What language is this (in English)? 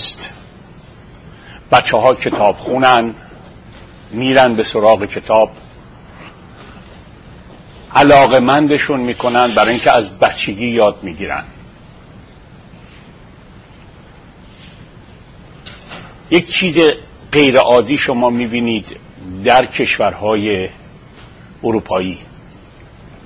Persian